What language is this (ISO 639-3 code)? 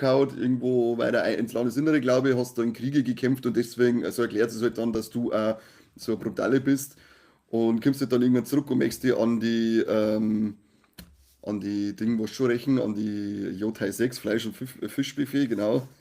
bar